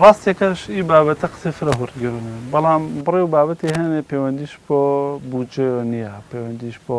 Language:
Central Kurdish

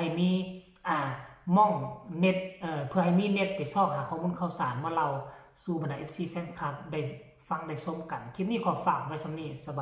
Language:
Northeastern Thai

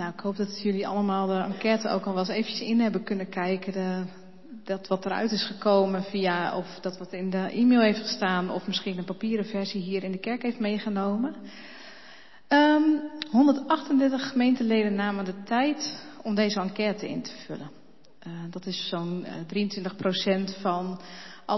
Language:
Dutch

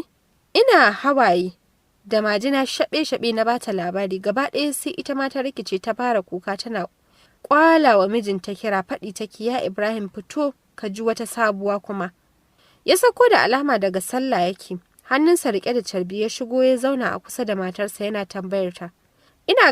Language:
Hausa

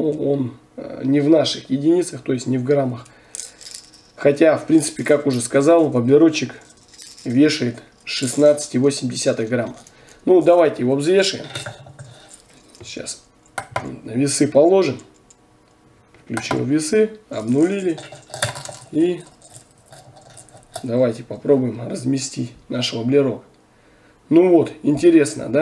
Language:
Russian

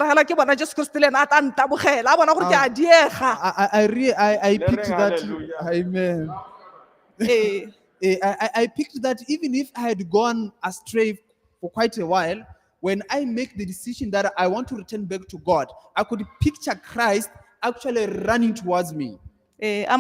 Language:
Tswana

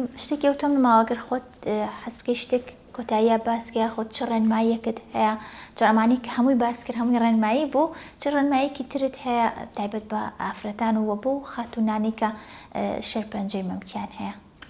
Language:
Central Kurdish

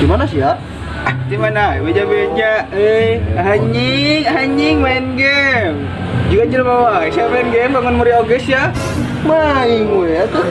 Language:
Sundanese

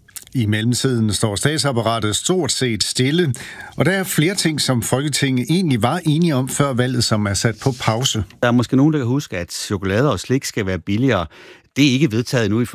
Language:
Danish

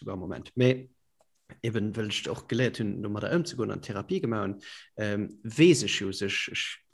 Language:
Luxembourgish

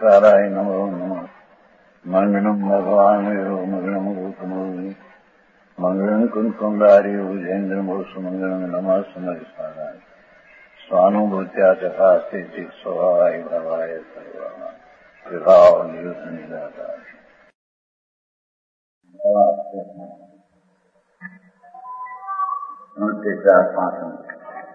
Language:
Gujarati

